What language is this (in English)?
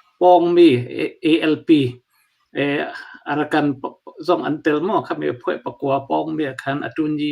Hakha Chin